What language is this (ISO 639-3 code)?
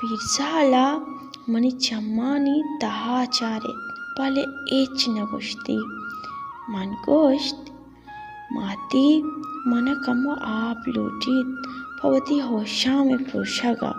bal